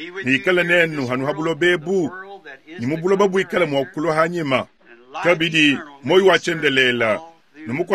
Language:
Luba-Lulua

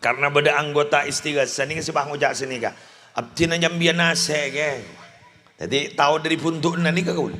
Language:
Madurese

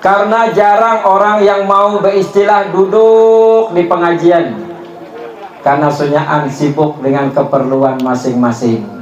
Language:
Banjar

